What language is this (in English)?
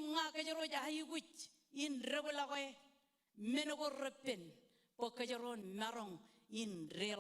Marshallese